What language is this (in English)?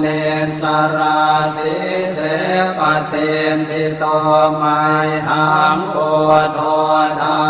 Pali